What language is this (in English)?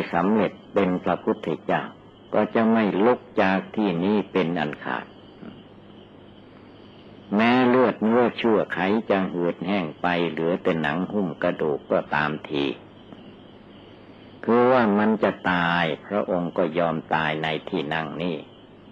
Thai